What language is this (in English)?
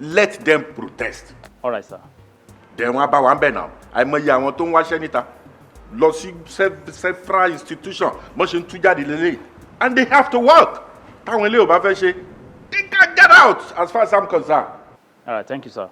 Yoruba